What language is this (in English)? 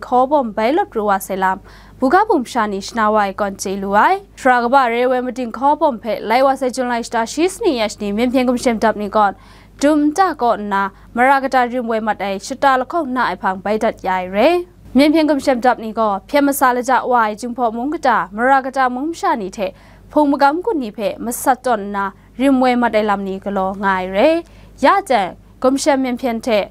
Kachin